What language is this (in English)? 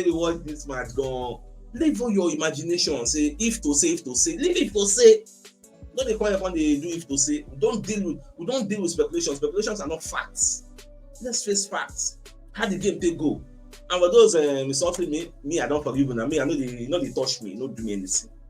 Nigerian Pidgin